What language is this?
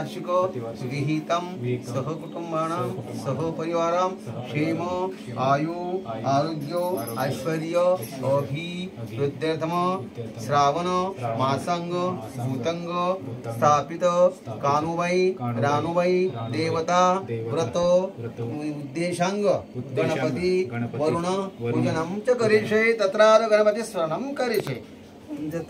Marathi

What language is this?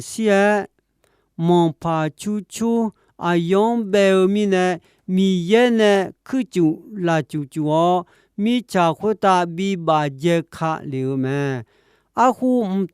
Akha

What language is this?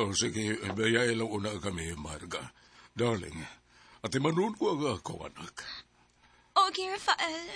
Cebuano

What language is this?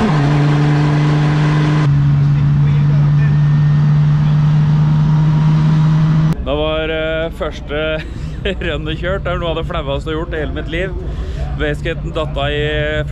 Norwegian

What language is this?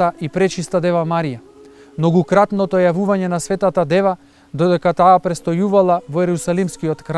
Macedonian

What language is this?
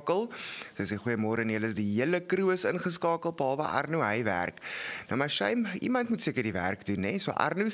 Afrikaans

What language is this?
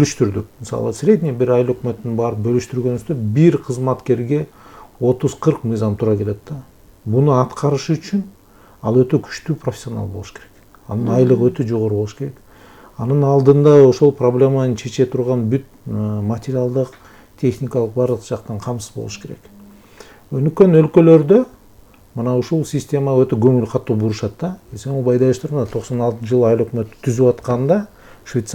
Kyrgyz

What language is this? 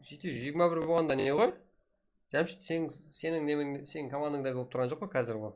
Kara-Kalpak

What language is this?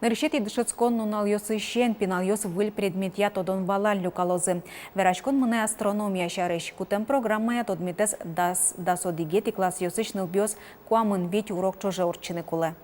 Udmurt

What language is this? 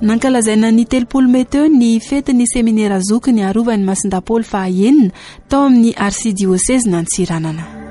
Malagasy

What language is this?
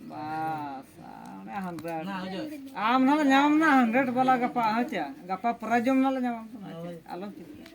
Santali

